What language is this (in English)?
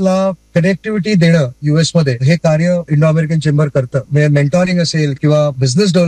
Marathi